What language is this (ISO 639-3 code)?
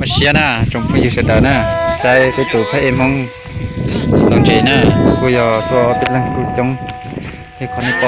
hmn